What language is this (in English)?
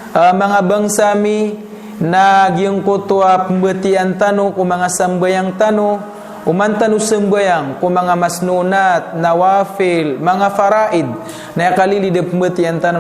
Maranao